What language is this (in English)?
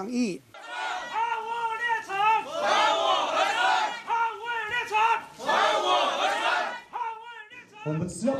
Chinese